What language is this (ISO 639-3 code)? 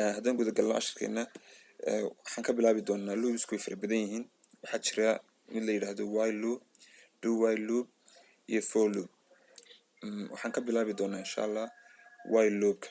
som